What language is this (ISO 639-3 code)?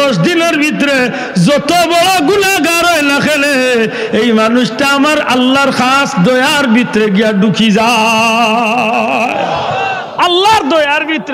syl